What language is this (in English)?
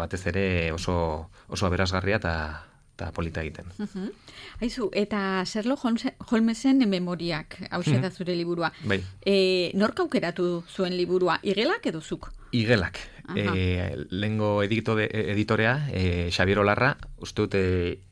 Basque